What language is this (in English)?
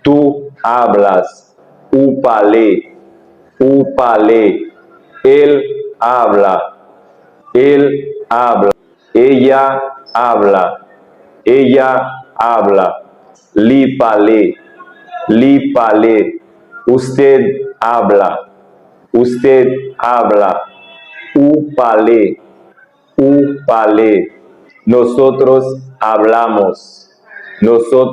Haitian Creole